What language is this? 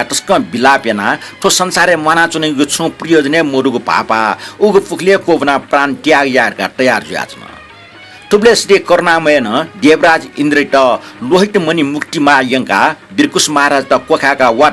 Newari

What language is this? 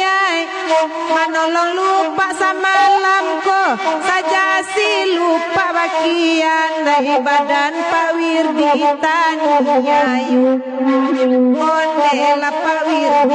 Minangkabau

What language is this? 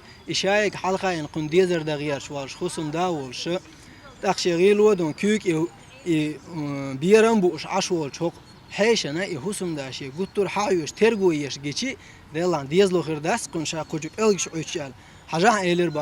Chechen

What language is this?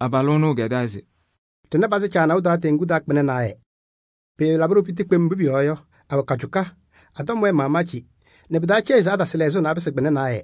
Kabiyè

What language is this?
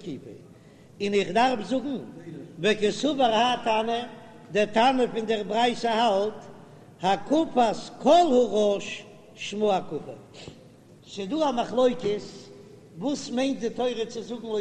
Yiddish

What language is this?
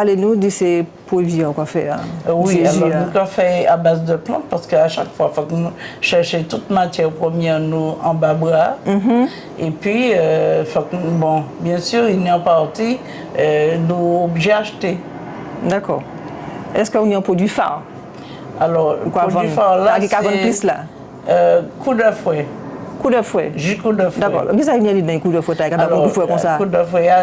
Guadeloupean Creole French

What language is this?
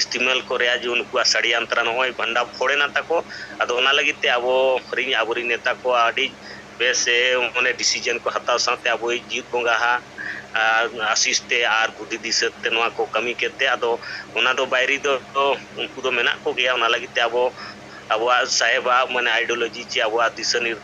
Santali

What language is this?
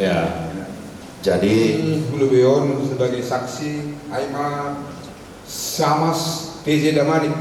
Batak Simalungun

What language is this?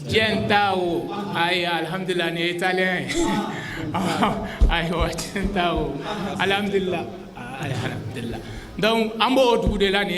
Bambara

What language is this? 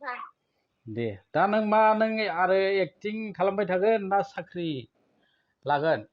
Bodo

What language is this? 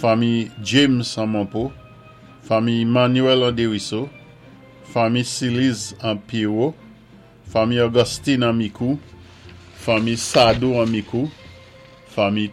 Saint Lucian Creole French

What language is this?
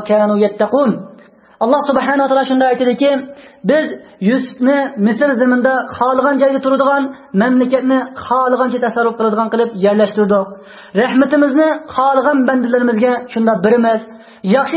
Uyghur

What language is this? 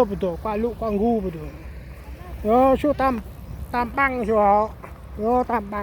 Central Mnong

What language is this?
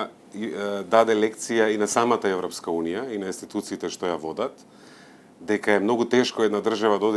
Macedonian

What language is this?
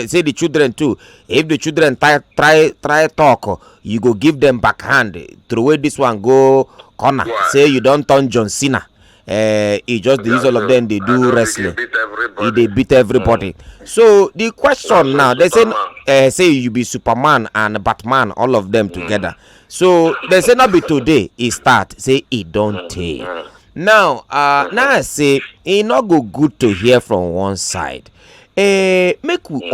Nigerian Pidgin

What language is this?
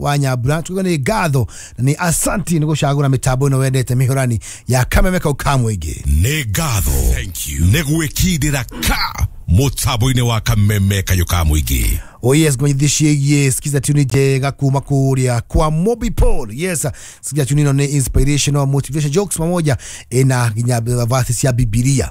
Kikuyu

